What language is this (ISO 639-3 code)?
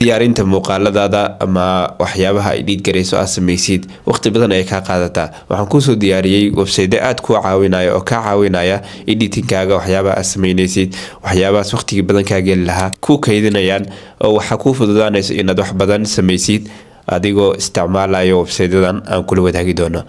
som